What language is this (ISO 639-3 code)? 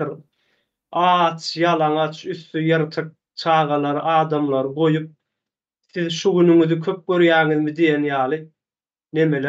tuk